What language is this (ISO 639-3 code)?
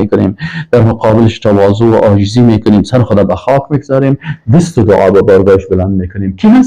fas